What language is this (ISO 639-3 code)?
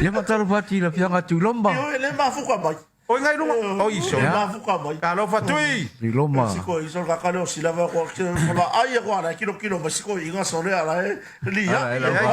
smo